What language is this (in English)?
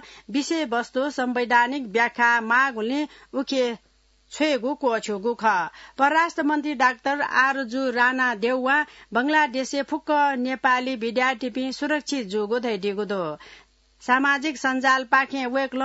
Newari